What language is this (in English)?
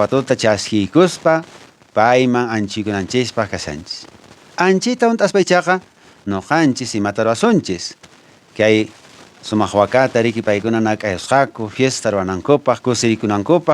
Quechua